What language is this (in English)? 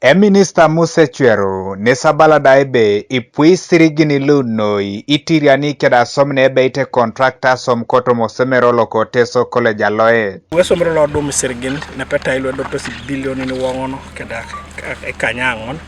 Teso